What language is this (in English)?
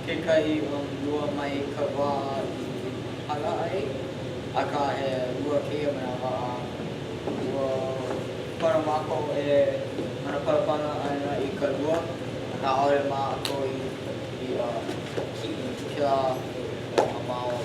Hawaiian